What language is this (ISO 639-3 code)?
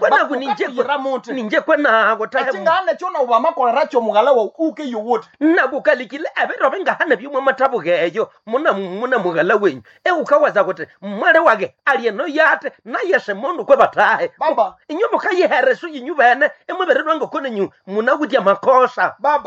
nnb